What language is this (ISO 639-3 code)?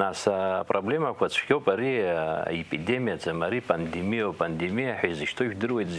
abk